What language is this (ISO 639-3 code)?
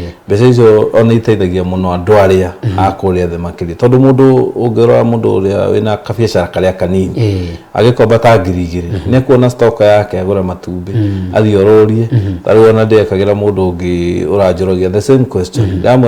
kik